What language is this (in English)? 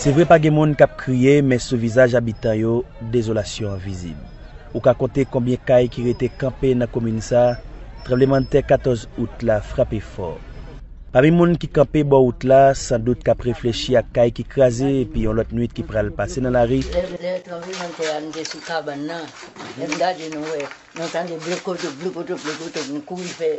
Haitian Creole